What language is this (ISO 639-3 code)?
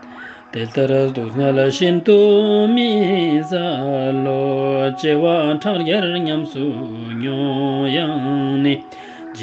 lbj